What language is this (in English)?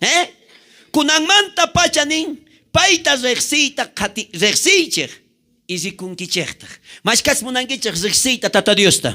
South Bolivian Quechua